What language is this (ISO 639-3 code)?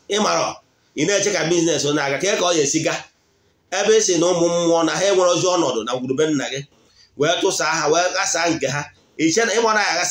ibo